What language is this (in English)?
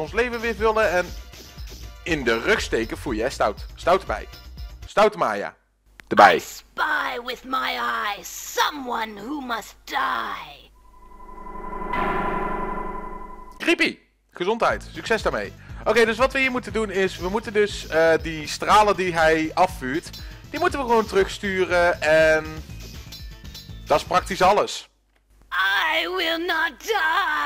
Dutch